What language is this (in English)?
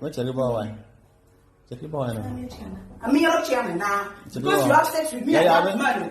Acoli